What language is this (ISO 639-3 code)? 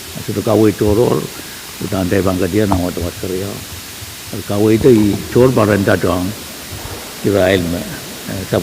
pon